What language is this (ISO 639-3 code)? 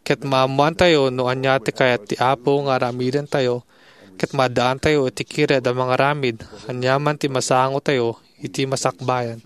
ilo